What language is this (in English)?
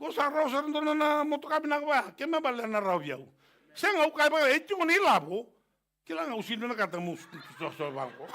Fijian